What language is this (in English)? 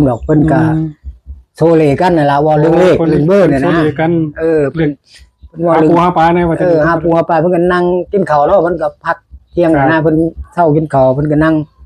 Northeastern Thai